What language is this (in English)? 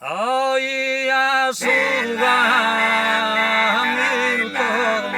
Sardinian